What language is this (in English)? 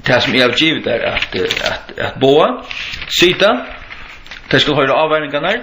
Faroese